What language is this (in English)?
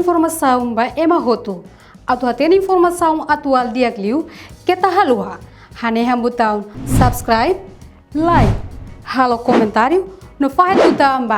Tetum